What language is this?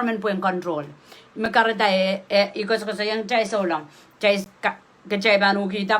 Pohnpeian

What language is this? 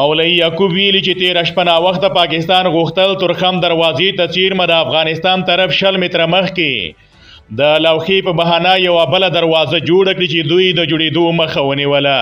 Pashto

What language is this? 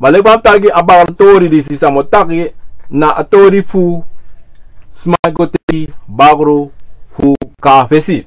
Sranan Tongo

